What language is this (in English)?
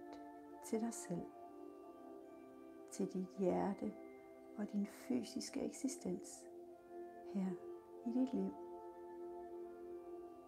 Danish